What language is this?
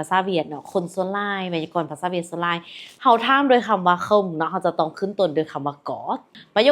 Lao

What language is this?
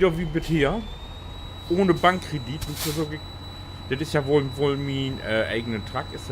Low German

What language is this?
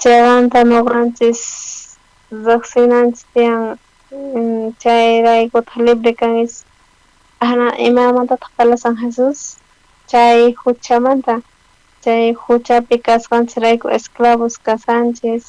South Bolivian Quechua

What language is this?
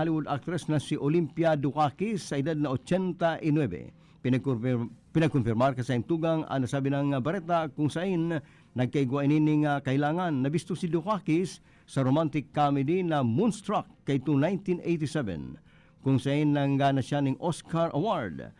Bikol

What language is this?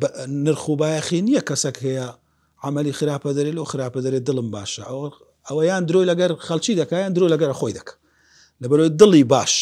Central Kurdish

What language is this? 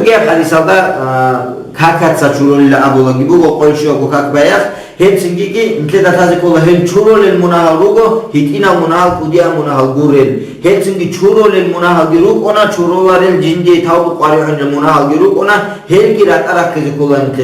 Avaric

